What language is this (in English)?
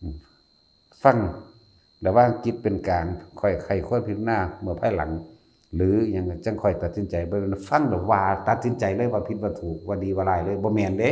Northeastern Thai